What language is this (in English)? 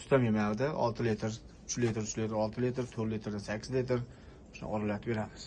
Uzbek